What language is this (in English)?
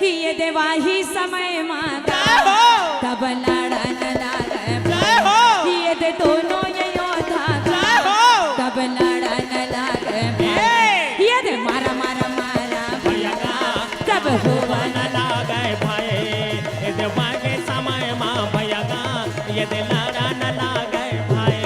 Chhattisgarhi